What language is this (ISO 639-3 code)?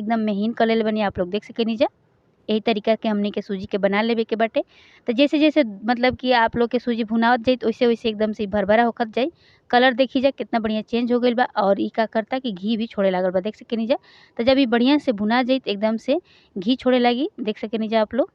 bho